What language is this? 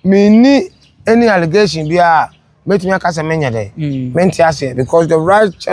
Akan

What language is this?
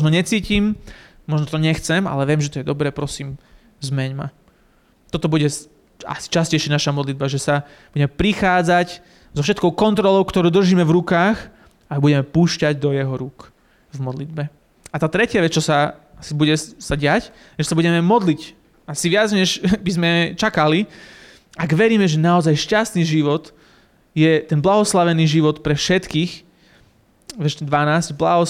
Slovak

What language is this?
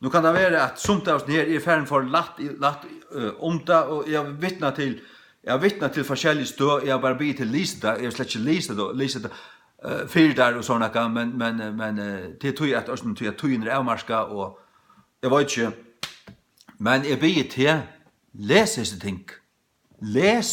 Faroese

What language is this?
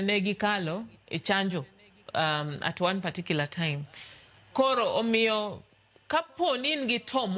Luo (Kenya and Tanzania)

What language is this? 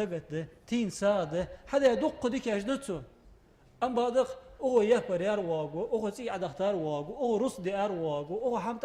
Ingush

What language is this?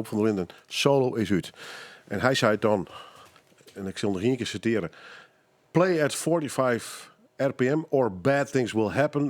Western Frisian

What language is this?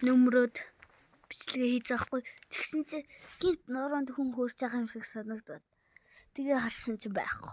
Mongolian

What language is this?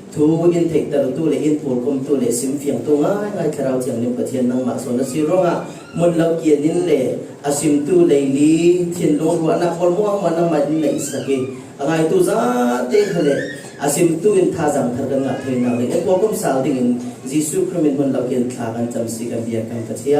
Falam Chin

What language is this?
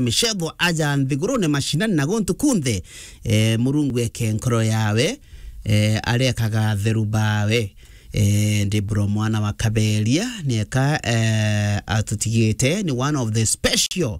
Meru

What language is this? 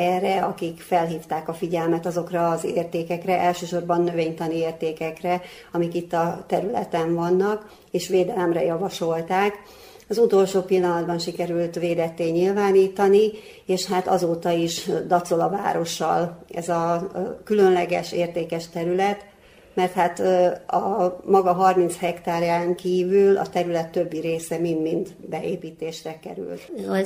Hungarian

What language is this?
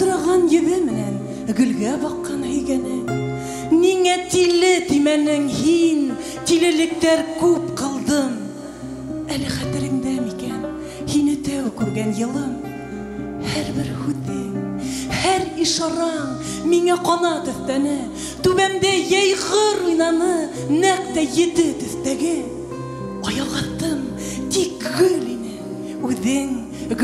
Bashkir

